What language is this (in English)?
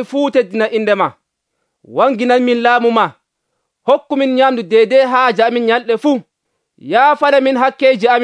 Nigerian Fulfulde